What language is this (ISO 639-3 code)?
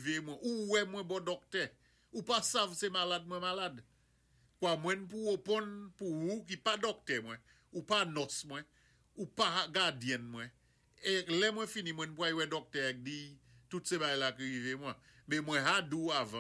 acf